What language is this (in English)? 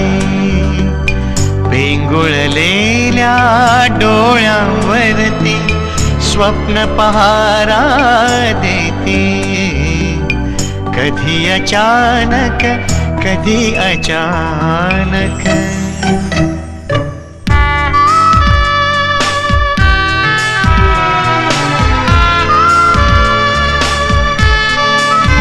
Marathi